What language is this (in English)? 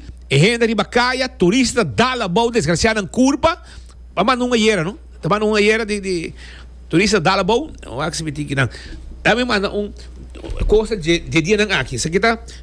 Papiamento